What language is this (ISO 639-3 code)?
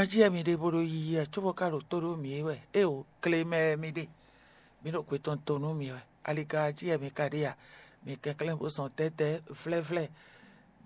fon